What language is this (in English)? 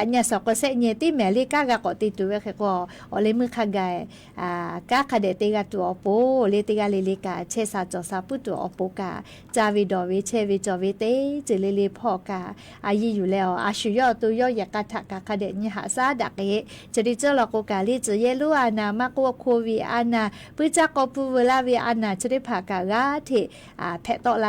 Lahu